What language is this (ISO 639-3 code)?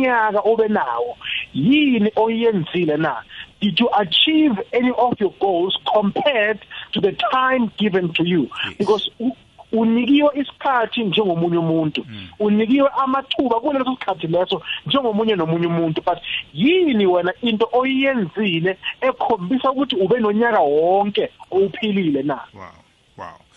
nbl